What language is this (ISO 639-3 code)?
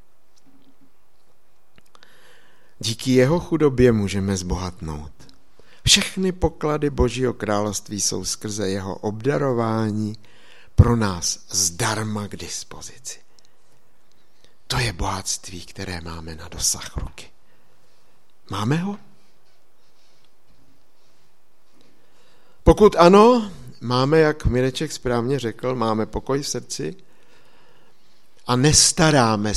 ces